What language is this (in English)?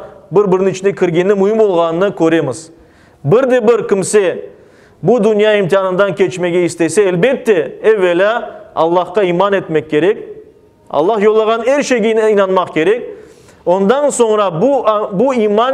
Crimean Tatar